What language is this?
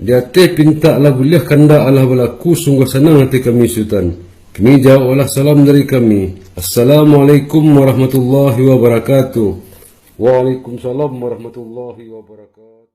Minangkabau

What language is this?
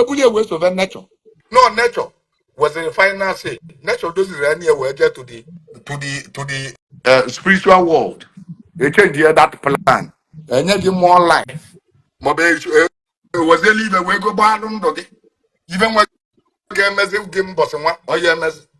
Igbo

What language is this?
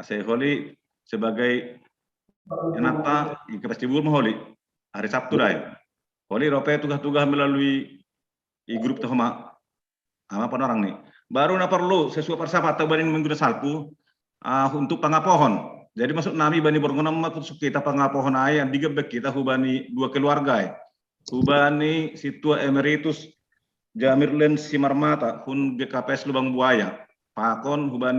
Batak Simalungun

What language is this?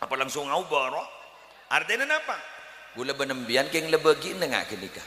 Madurese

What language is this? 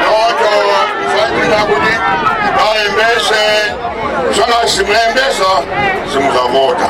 Nyanja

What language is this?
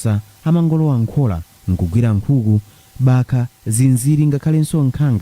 Nyanja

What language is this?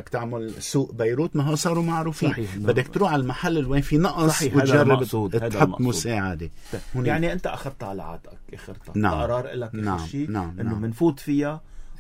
North Levantine Arabic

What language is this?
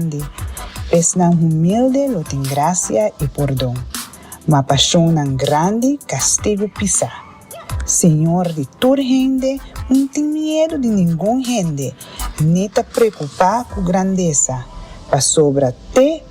Papiamento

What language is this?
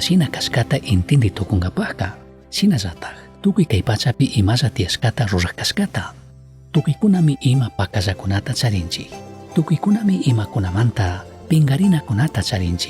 Chimborazo Highland Quichua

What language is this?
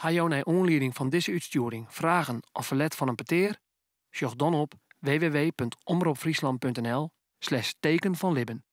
Western Frisian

